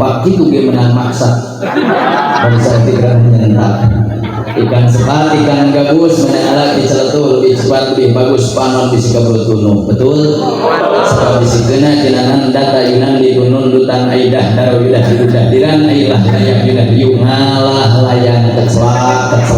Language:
Sundanese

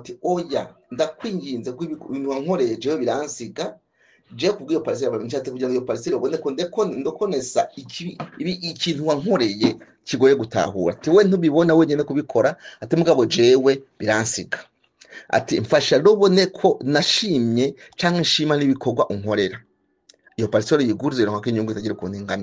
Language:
Rundi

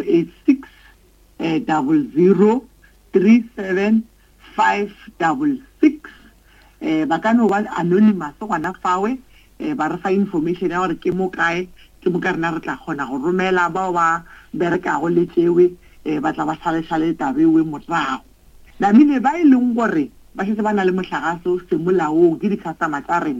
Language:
Northern Sotho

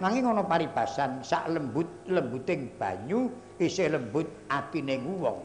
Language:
Javanese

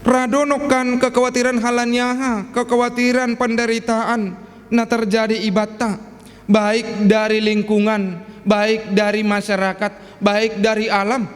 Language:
Batak Simalungun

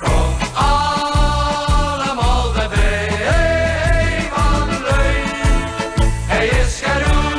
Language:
Limburgish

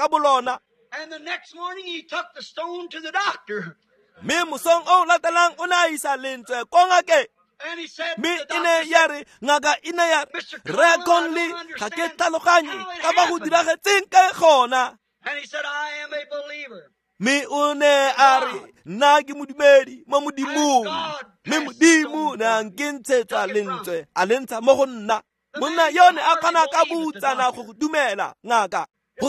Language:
Tswana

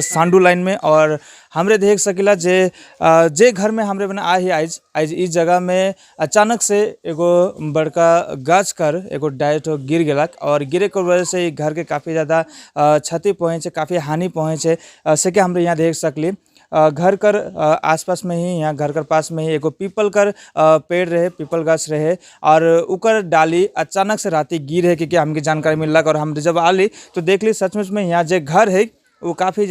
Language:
Sadri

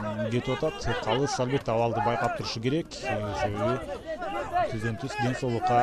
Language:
Kyrgyz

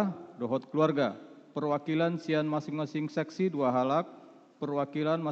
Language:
Batak Toba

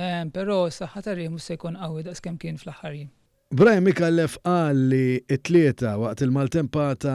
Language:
Maltese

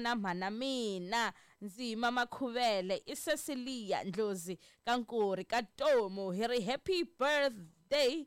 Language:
Tsonga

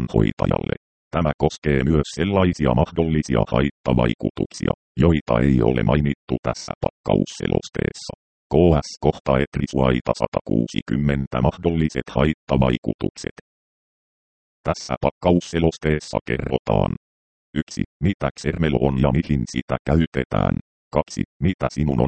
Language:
Finnish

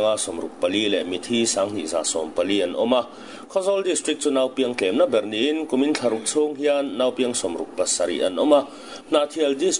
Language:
Mizo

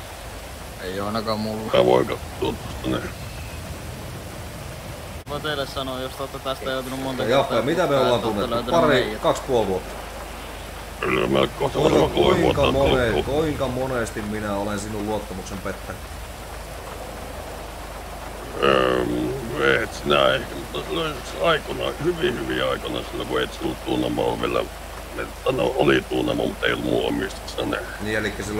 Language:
Finnish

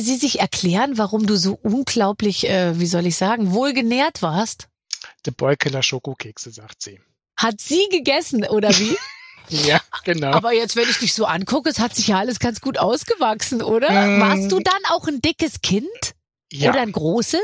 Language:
German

